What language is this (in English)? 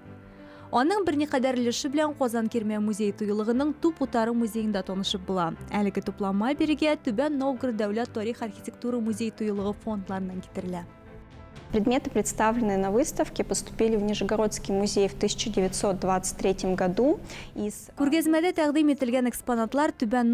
Tatar